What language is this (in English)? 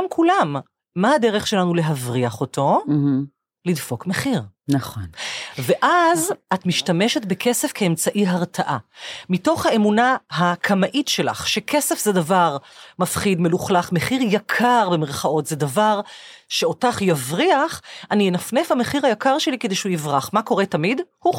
Hebrew